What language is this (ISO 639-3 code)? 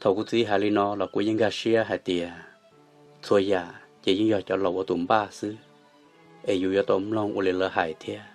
hmn